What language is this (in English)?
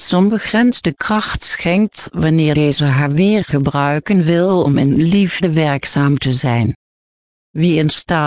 Dutch